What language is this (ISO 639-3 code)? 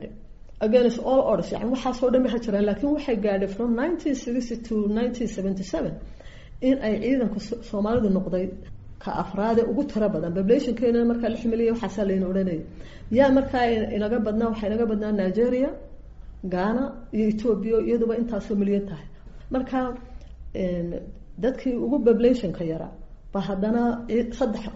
som